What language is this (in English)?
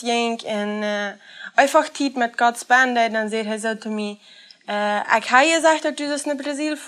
Plautdietsch